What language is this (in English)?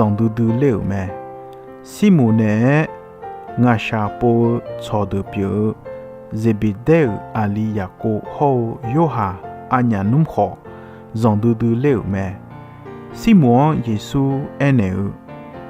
Akha